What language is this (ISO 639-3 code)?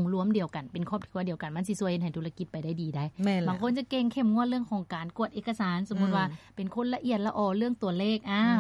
lao